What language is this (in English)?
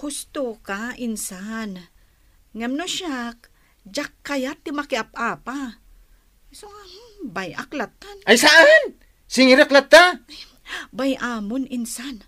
Iloko